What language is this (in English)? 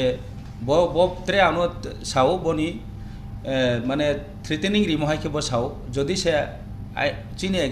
Riang (India)